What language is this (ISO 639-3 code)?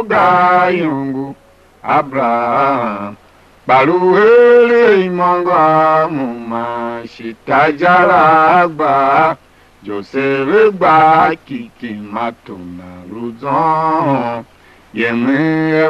tiv